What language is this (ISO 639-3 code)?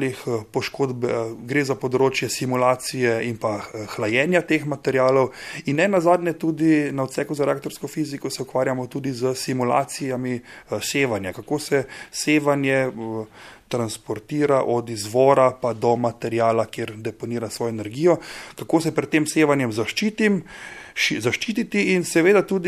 slv